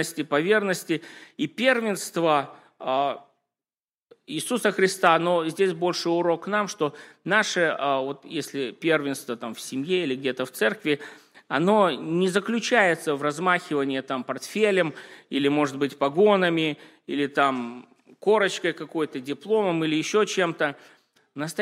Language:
Russian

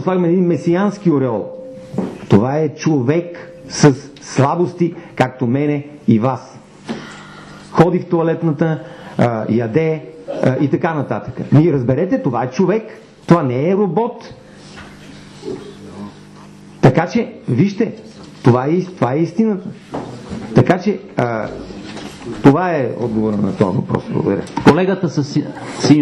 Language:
Bulgarian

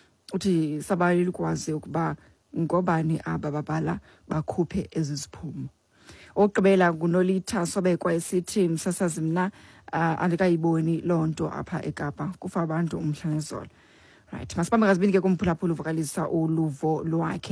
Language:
Xhosa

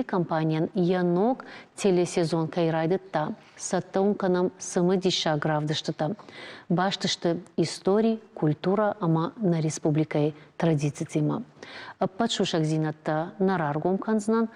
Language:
Ossetic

